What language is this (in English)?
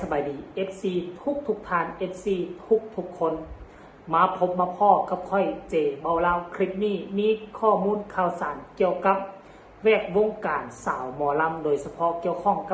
Northeastern Thai